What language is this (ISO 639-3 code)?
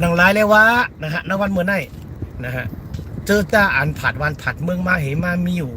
shn